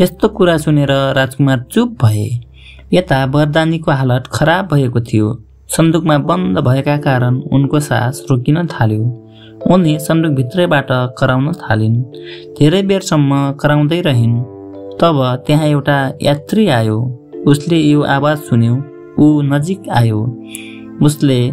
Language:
Nepali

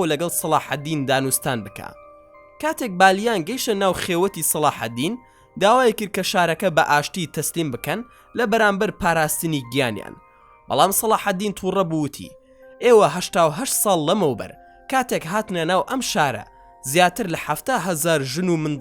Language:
Central Kurdish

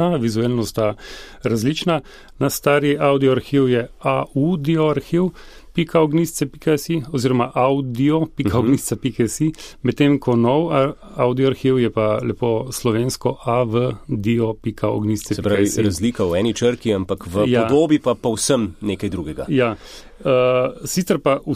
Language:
Slovenian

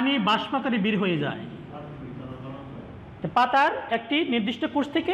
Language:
Bangla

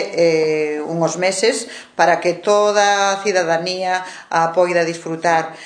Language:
Galician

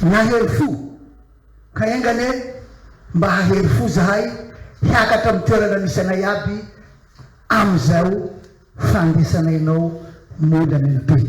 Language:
Malagasy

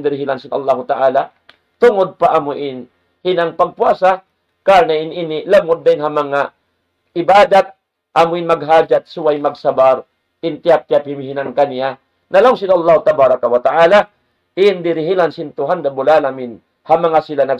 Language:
Tausug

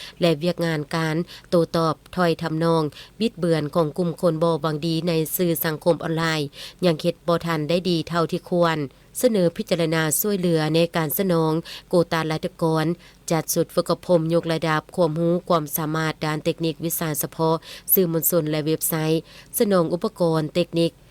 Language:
Lao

